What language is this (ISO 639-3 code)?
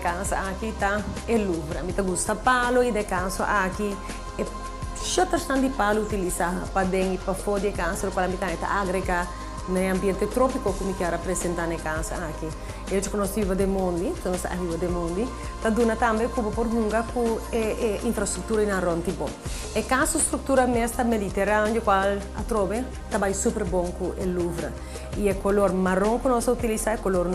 pap